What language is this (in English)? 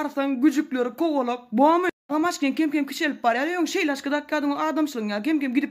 Turkmen